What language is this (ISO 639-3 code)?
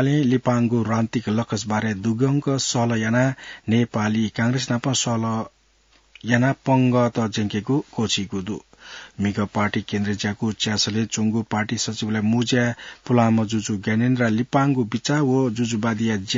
new